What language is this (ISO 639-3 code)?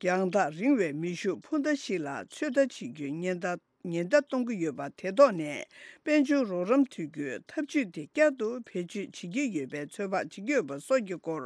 bod